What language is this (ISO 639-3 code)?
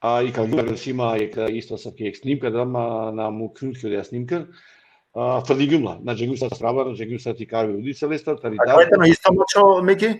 rmn